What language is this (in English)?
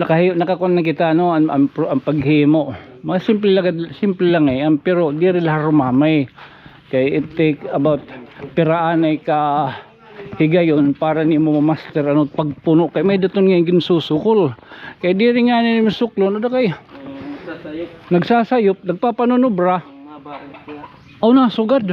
Waray